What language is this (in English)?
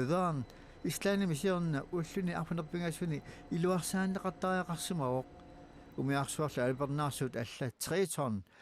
Kalaallisut